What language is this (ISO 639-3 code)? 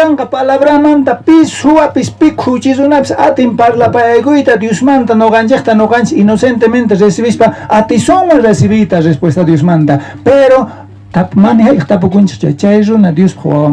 quh